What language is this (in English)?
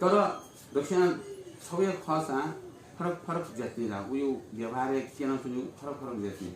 Newari